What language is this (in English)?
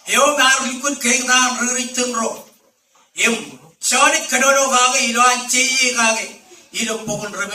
Marshallese